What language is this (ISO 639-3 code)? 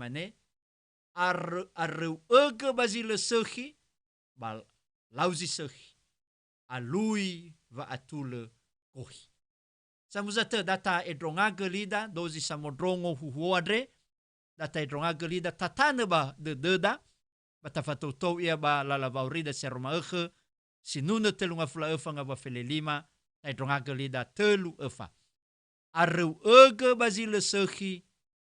nia